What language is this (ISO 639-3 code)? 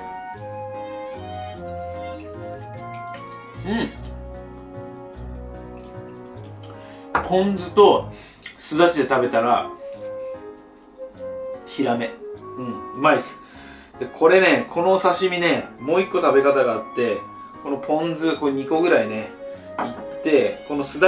jpn